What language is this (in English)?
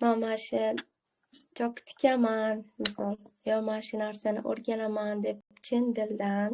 Uzbek